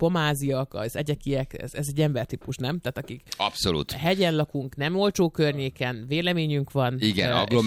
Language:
Hungarian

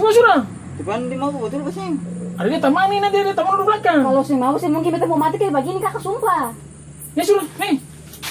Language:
Ambonese Malay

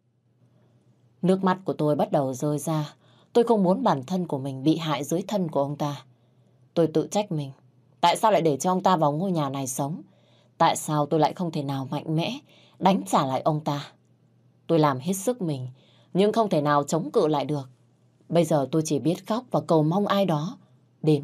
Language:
Vietnamese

